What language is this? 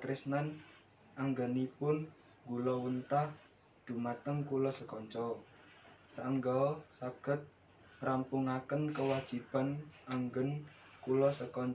Javanese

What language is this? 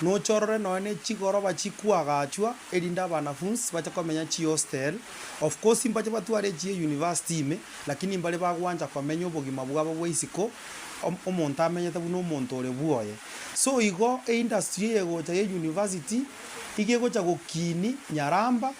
Gusii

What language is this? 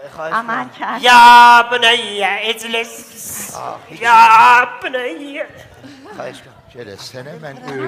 South Azerbaijani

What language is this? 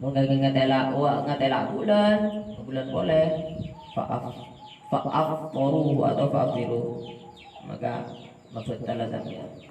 Madurese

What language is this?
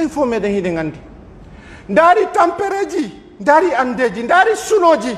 Pular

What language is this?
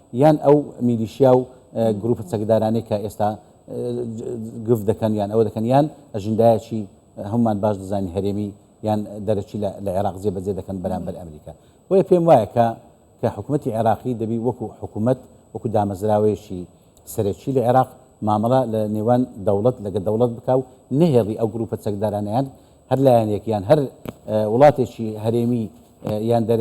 Central Kurdish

